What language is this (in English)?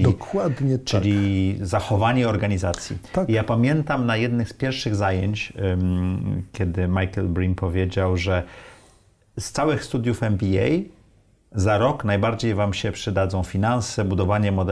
Polish